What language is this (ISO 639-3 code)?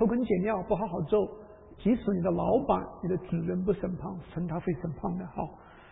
zho